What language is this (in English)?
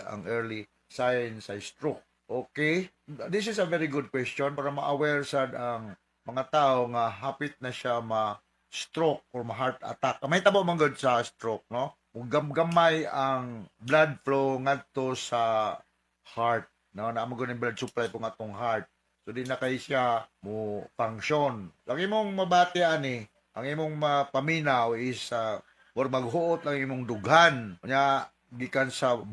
Cebuano